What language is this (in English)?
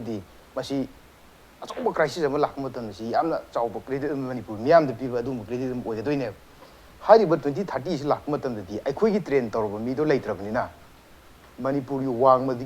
Manipuri